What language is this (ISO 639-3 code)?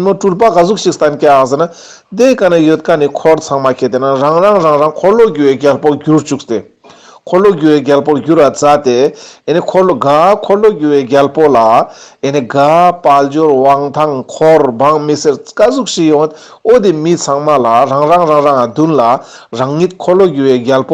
lbj